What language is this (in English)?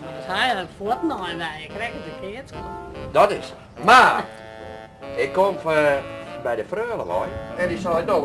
Western Frisian